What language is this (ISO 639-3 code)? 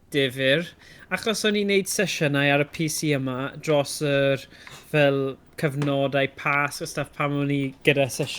cym